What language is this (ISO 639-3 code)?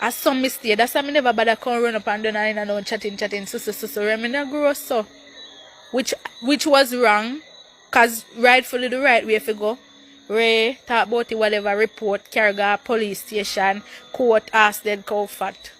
jam